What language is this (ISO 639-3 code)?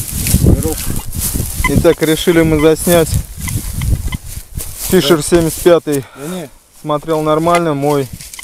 rus